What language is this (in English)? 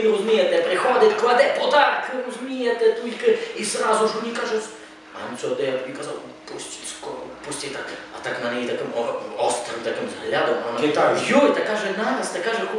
Rusyn